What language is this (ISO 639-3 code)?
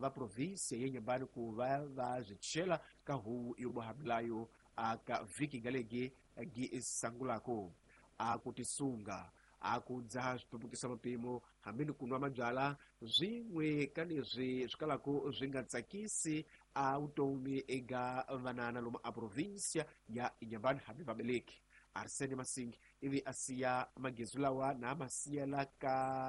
tso